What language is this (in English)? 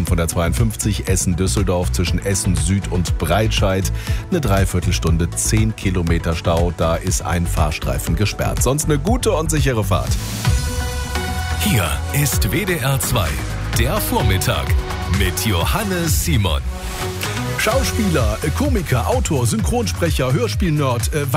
German